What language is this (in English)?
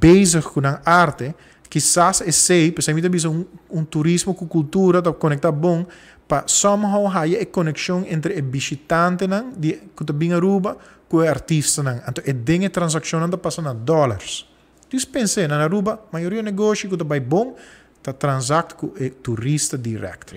Papiamento